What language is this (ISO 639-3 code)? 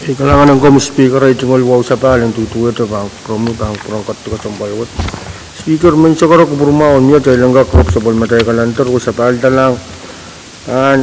pon